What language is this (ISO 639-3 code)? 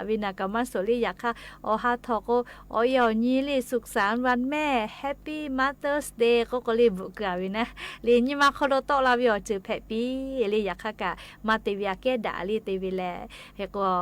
lhu